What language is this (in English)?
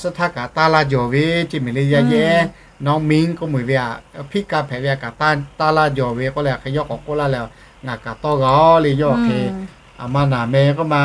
Lahu